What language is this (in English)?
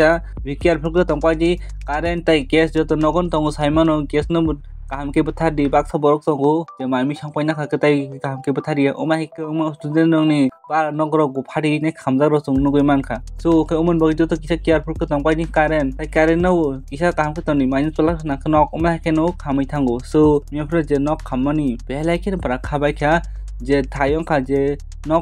Kok Borok